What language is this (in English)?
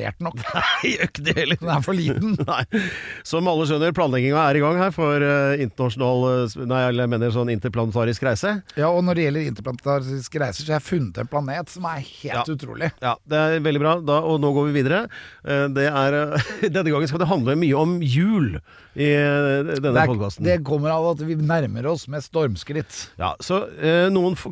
Norwegian